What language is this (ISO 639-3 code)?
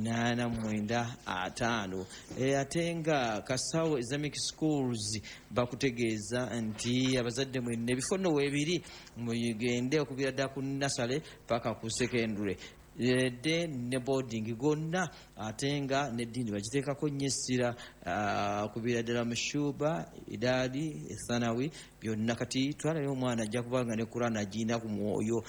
lug